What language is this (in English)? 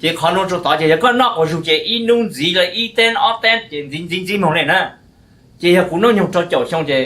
Hmong